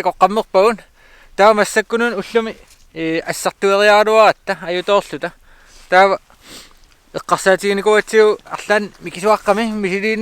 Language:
Kalaallisut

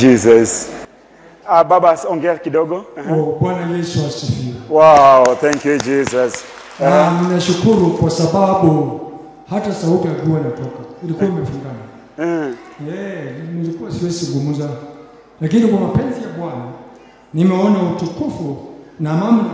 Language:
Swahili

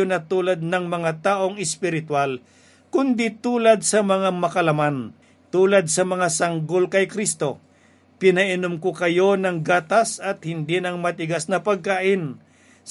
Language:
Filipino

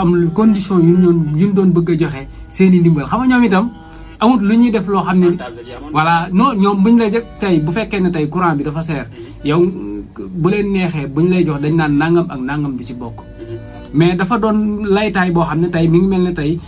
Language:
Wolof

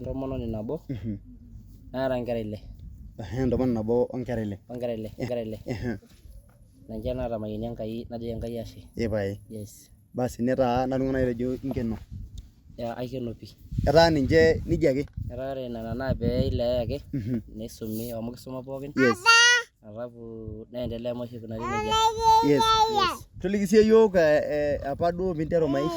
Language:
Masai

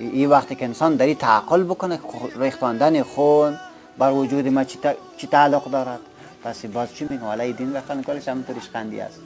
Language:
Persian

